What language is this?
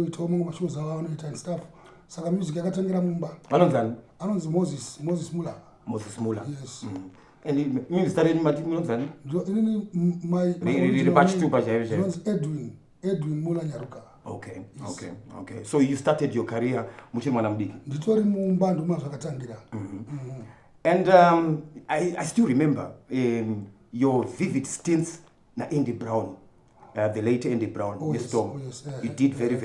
Shona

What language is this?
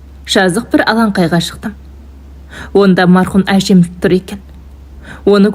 Kazakh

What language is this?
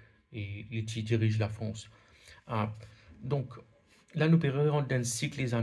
Morisyen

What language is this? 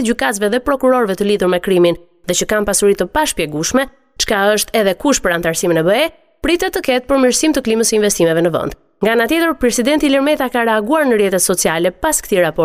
Albanian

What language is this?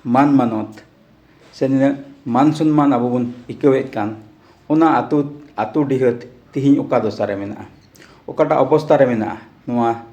Santali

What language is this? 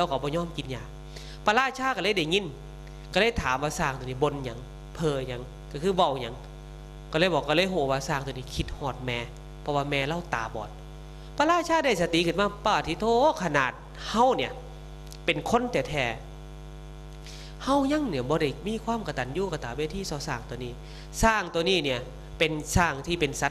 Northeastern Thai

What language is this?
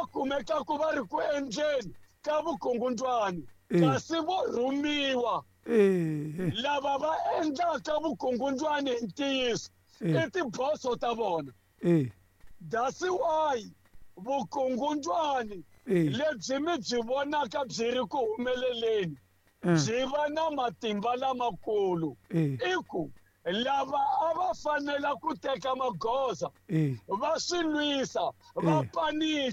Tsonga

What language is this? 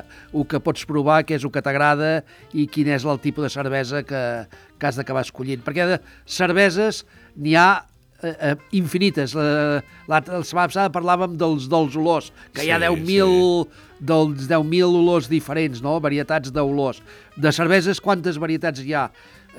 Catalan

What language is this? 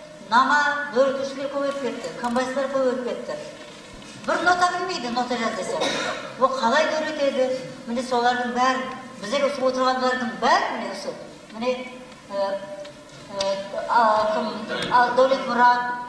Kara-Kalpak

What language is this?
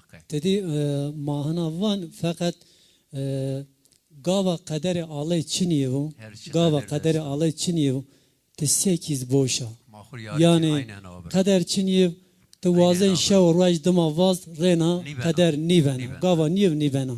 Zaza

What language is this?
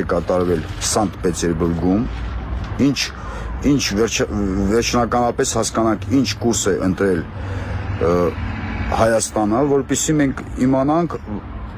Armenian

